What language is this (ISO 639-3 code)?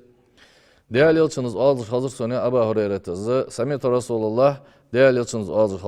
inh